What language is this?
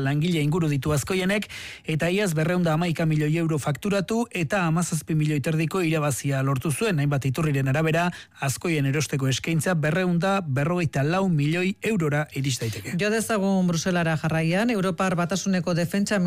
Basque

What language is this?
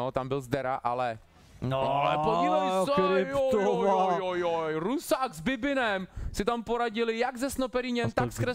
Czech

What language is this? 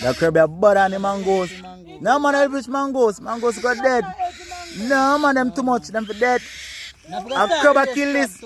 Jamaican Creole English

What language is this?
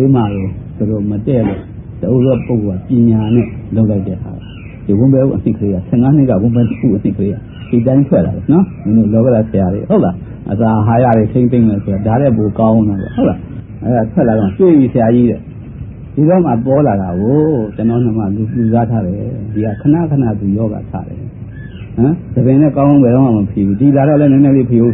Burmese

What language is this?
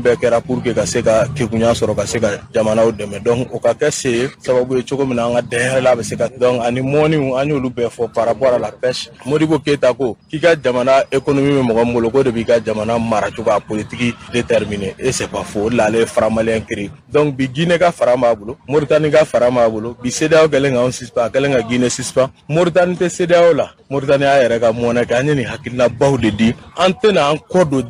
Bambara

